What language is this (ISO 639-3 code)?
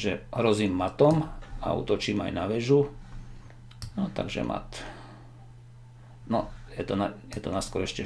slk